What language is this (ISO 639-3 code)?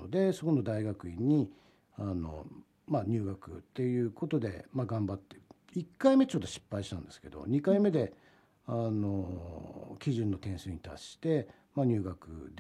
jpn